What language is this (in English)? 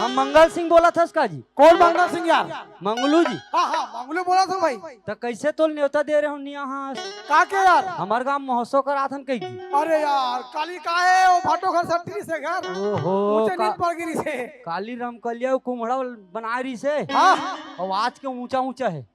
Chhattisgarhi